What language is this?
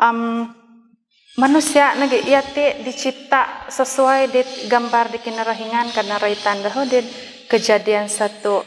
Central Dusun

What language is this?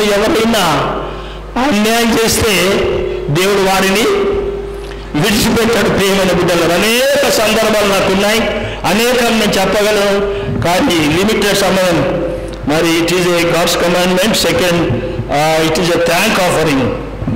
Telugu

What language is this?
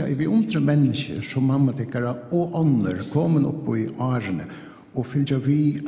Faroese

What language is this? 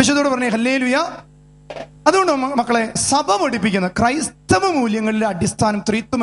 Malayalam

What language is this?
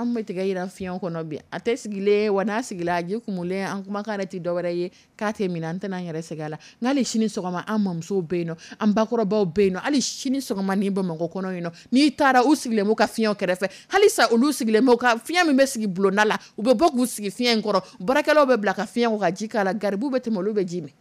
Dyula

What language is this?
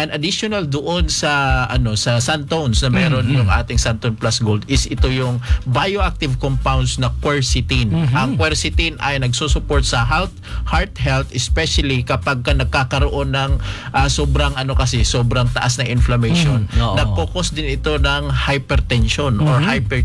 Filipino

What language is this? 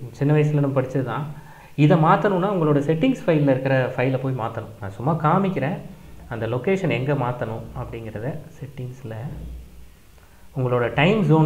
Tamil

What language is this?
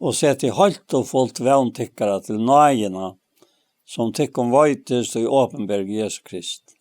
Faroese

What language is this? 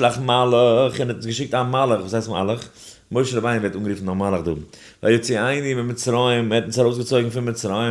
Yiddish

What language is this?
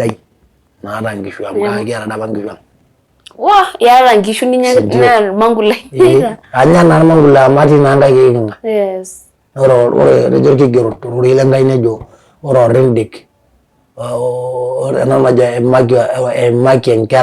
Masai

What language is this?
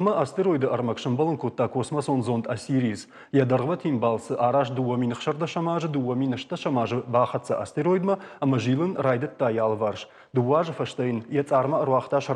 Ossetic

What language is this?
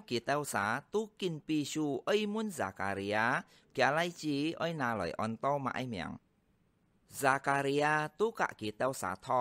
Hakka Chinese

